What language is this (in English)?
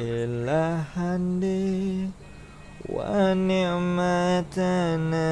Banjar